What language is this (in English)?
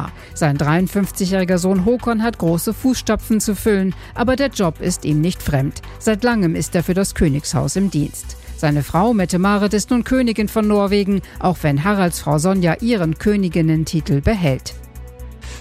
German